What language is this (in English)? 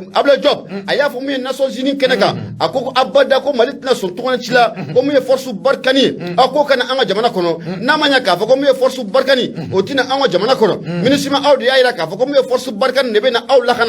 Bambara